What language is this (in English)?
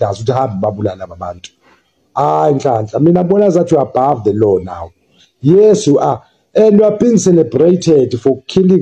Zulu